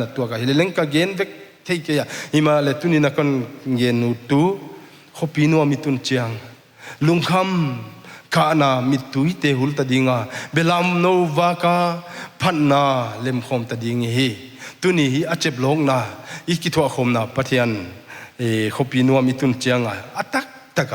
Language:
Paite Chin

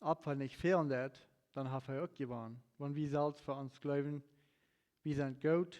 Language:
Plautdietsch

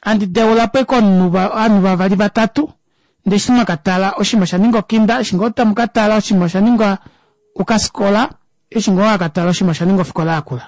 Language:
Kuanyama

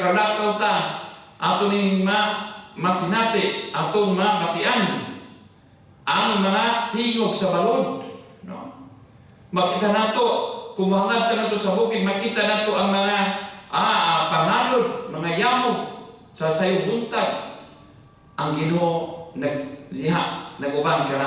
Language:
Cebuano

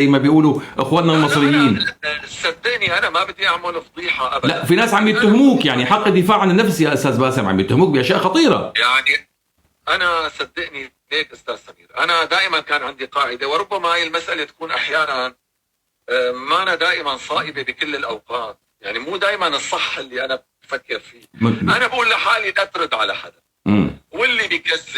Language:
North Levantine Arabic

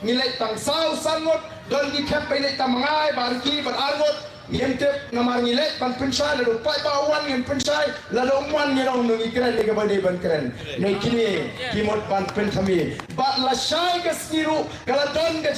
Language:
Khasi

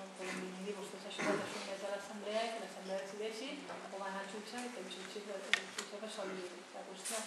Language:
Catalan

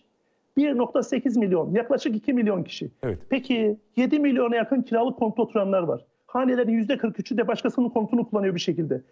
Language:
Turkish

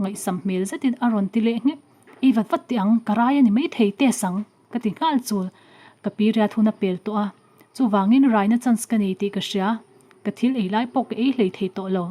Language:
Mizo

